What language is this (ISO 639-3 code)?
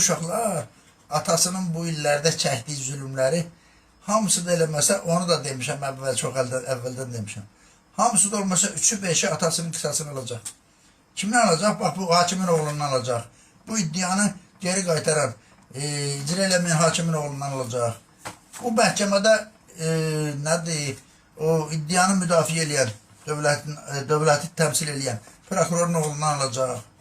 aze